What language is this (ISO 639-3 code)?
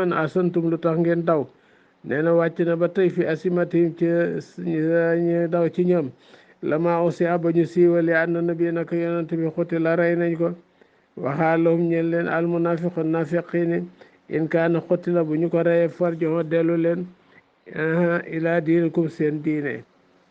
wol